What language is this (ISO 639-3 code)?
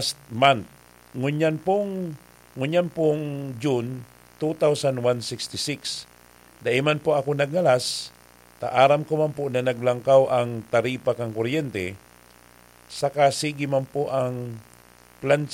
bik